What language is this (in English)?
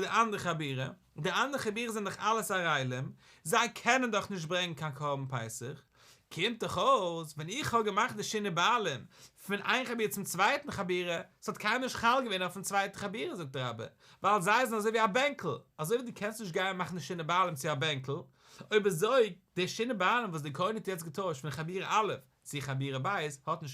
Yiddish